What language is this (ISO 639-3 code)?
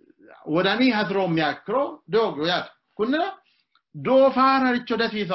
sid